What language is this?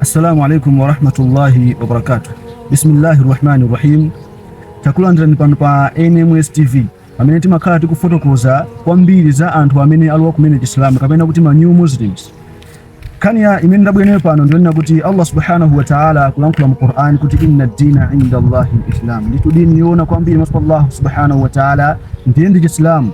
Nyanja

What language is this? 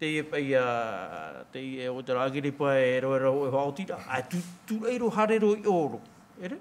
Tahitian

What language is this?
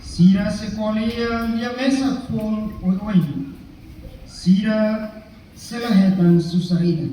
Tetum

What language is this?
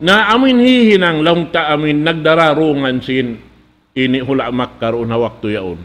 Tausug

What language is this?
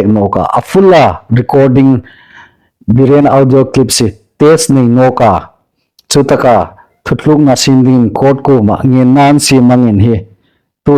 Hmar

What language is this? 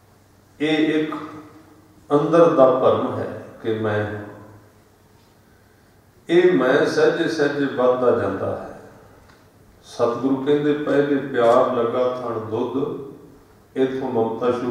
Punjabi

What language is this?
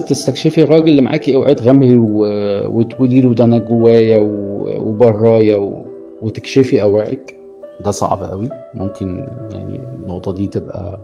Egyptian Arabic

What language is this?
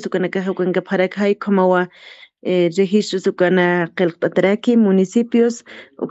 Aymara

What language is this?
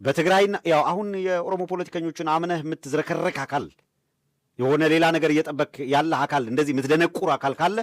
Amharic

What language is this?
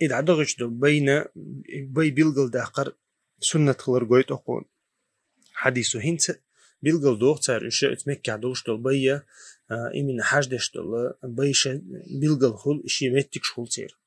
Chechen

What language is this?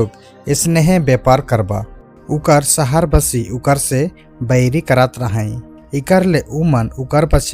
Sadri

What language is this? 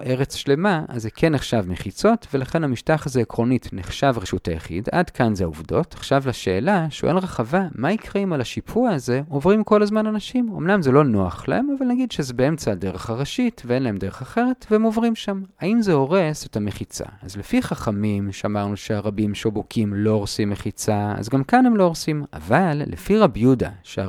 Hebrew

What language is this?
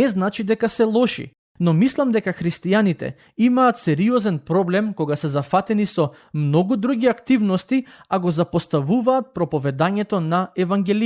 Macedonian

